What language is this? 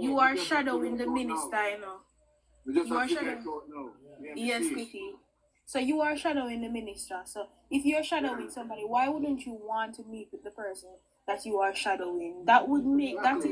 Jamaican Creole English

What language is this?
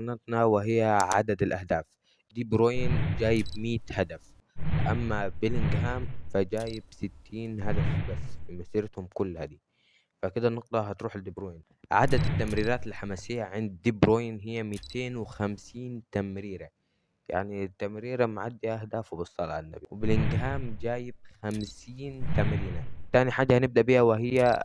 Egyptian Arabic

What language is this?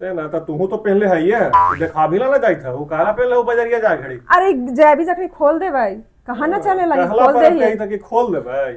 Magahi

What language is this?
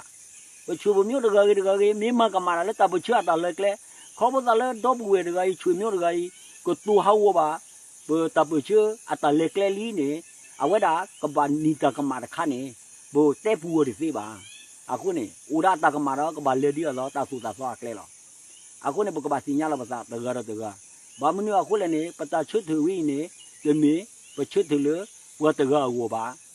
S'gaw Karen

